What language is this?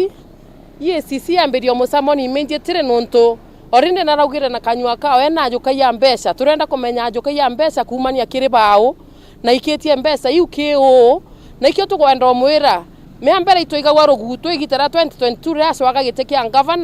Meru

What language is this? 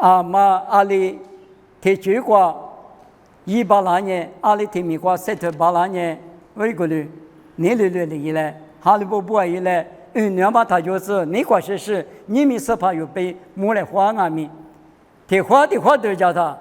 Lisu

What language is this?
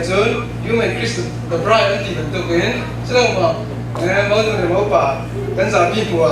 Falam Chin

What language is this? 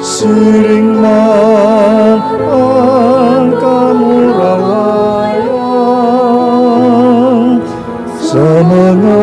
Bikol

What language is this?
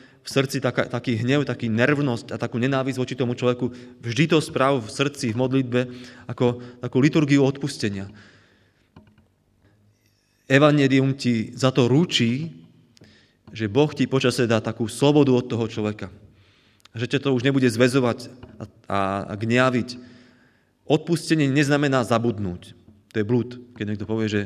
Slovak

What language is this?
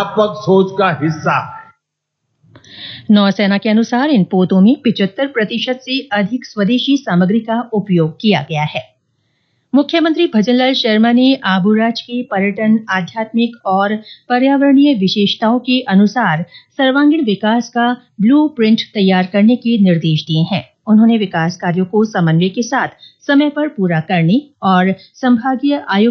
Hindi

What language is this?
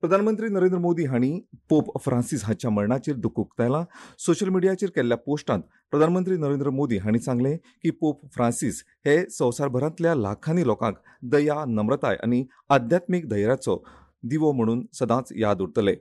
Konkani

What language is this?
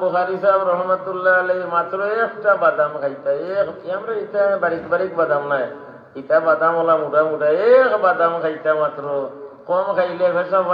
Sylheti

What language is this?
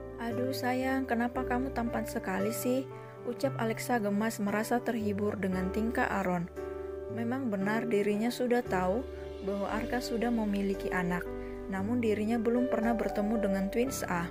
Indonesian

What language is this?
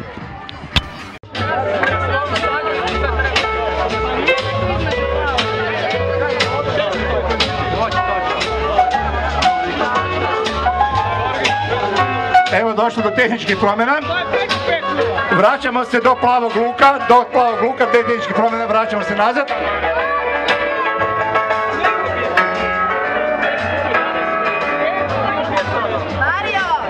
Croatian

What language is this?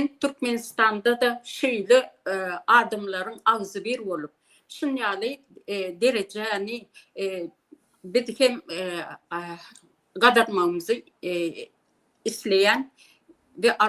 Turkmen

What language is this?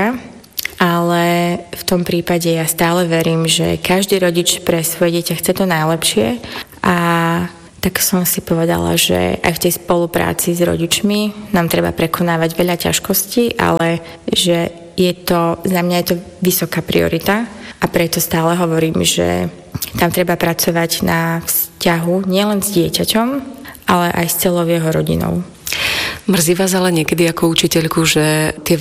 Slovak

